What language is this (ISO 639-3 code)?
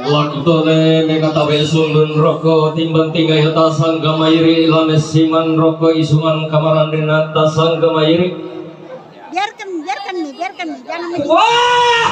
sda